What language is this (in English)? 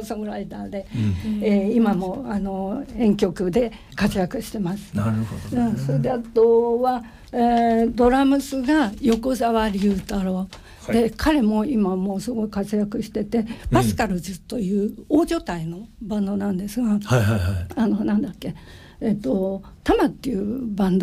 Japanese